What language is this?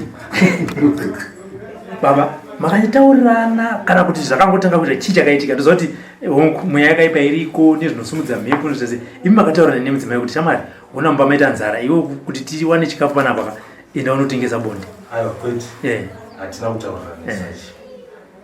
Shona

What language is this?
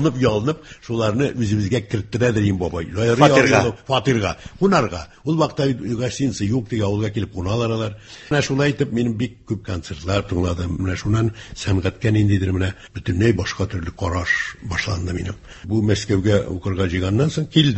Tatar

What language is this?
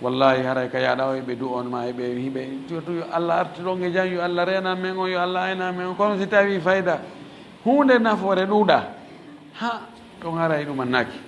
Fula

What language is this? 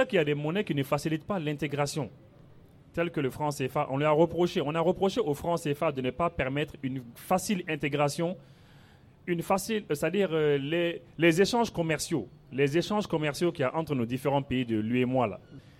French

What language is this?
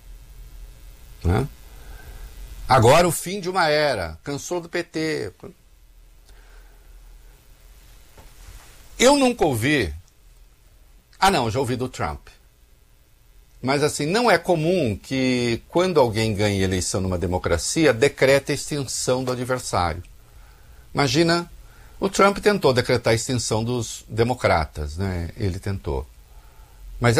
Portuguese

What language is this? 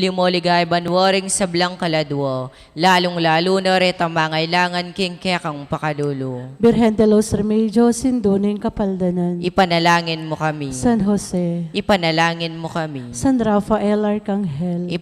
Pampanga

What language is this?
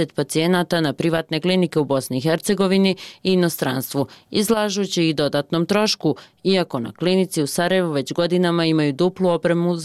Bosnian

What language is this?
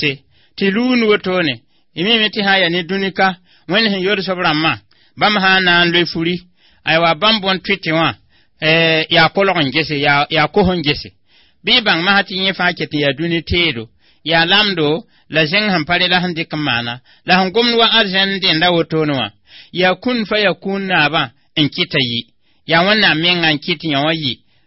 Mossi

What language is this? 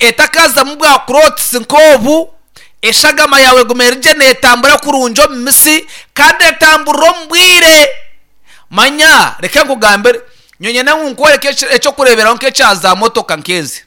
Nyankole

